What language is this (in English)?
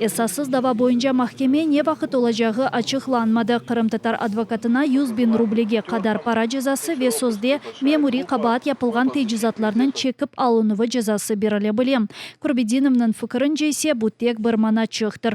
Crimean Tatar